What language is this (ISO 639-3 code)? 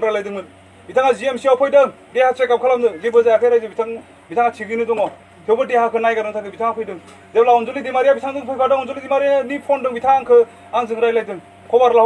brx